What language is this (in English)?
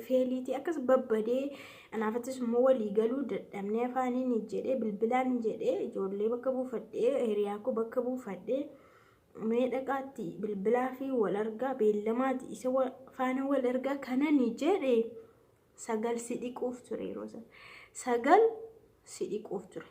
Oromo